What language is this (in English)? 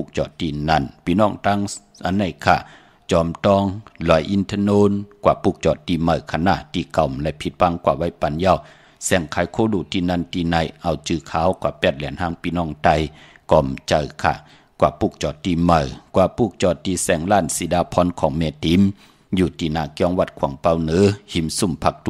Shan